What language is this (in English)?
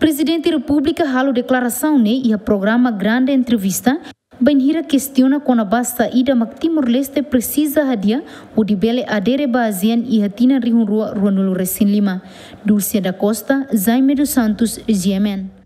Tetum